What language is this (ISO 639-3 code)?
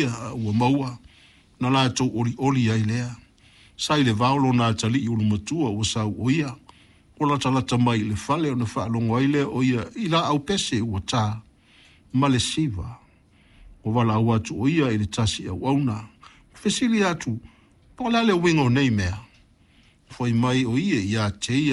smo